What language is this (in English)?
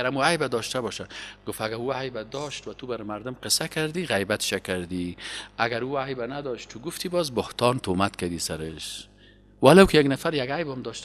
Persian